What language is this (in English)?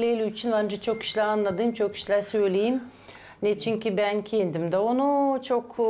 Gagauz